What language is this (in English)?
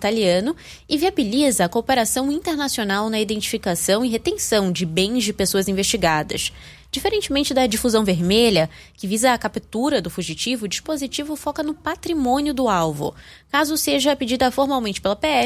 Portuguese